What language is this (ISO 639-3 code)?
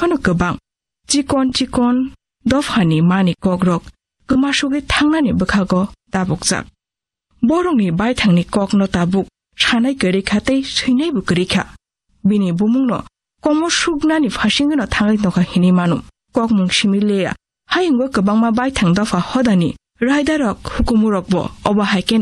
trp